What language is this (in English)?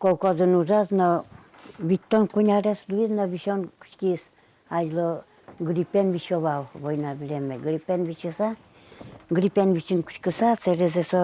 Udmurt